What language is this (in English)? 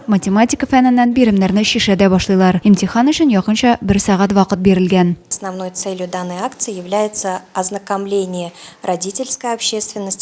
Tatar